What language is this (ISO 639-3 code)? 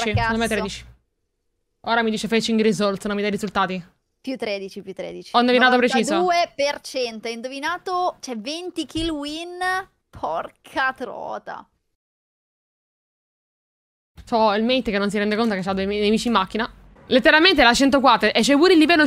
ita